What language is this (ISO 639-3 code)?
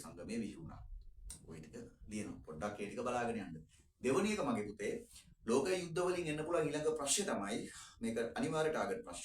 sin